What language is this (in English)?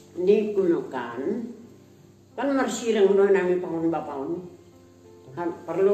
Batak Simalungun